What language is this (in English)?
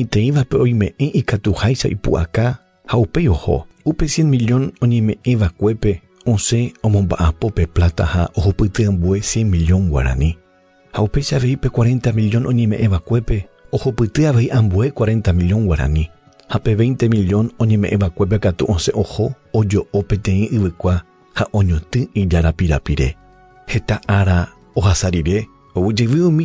Guarani